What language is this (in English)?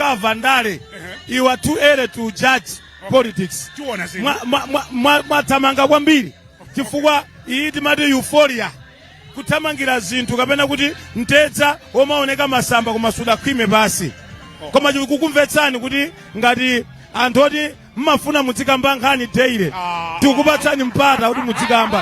Nyanja